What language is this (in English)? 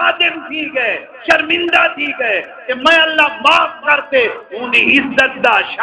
Saraiki